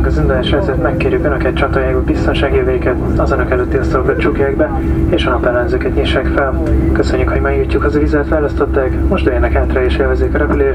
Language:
Hungarian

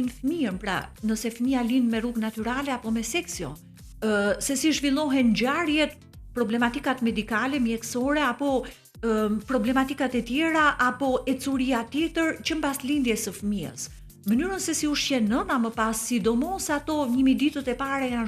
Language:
Albanian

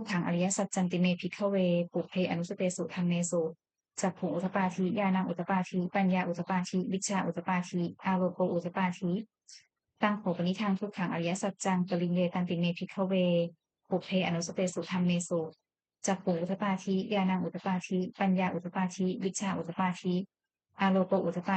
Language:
Pali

